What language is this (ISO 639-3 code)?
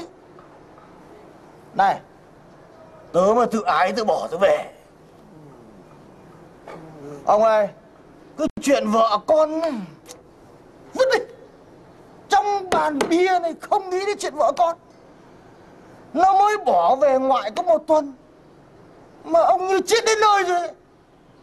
vie